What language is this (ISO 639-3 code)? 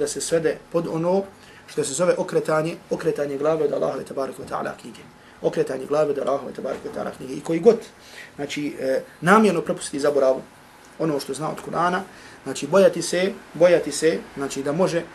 bos